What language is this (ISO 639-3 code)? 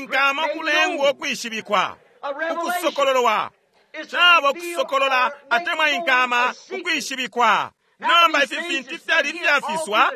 bem